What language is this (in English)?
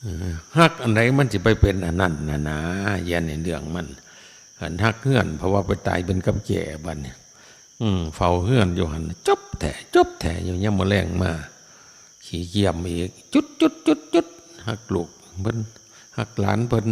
Northeastern Thai